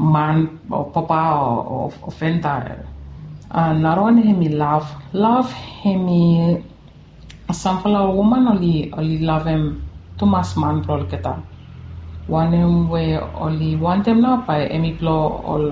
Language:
Bislama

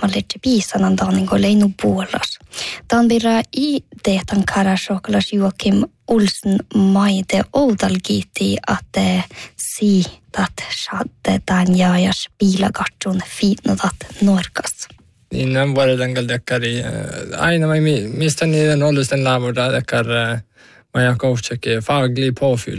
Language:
Northern Sami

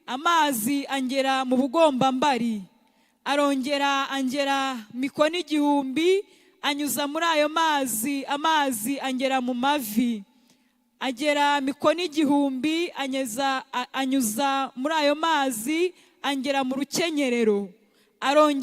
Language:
Kinyarwanda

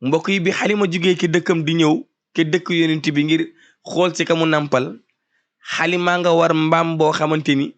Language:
Wolof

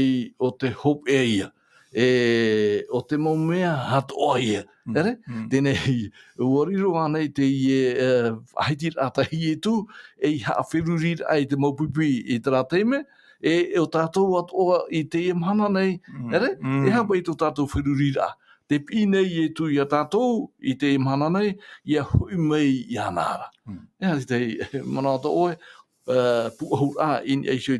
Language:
Tahitian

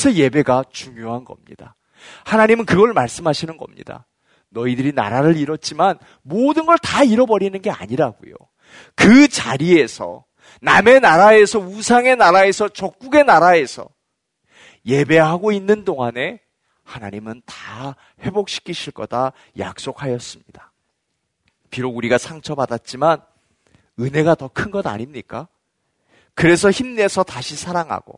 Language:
Korean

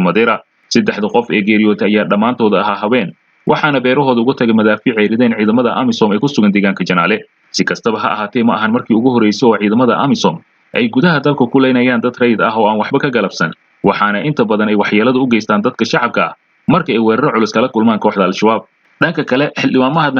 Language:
Somali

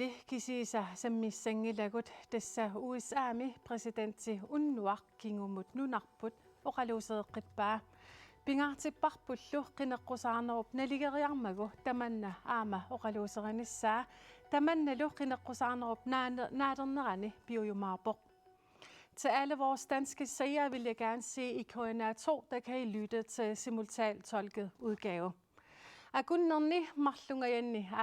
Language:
Kalaallisut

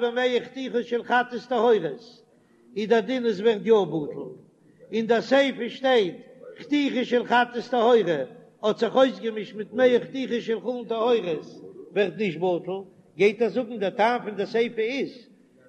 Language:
Yiddish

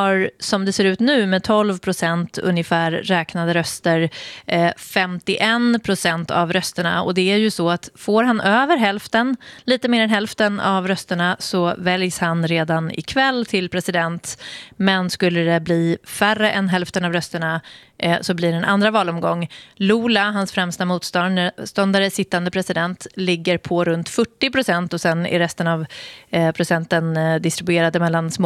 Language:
Swedish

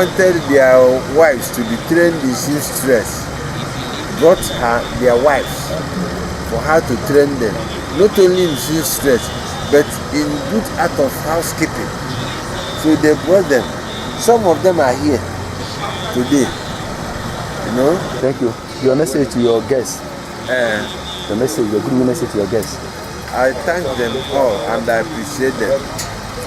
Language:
Igbo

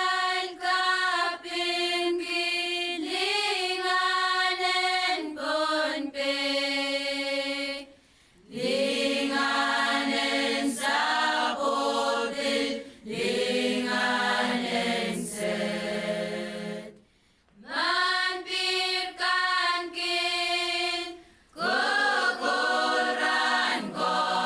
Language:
Pohnpeian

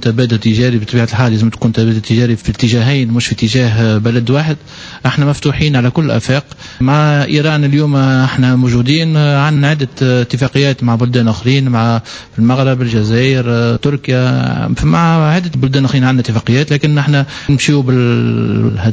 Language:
Tunisian Arabic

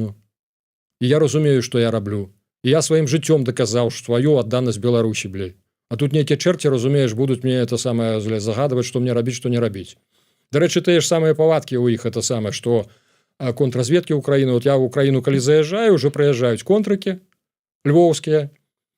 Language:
Belarusian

